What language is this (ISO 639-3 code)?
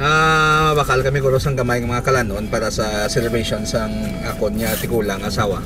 hil